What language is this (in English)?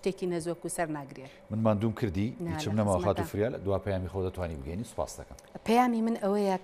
Central Kurdish